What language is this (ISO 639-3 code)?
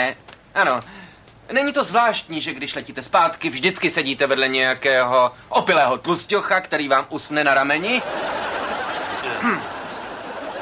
ces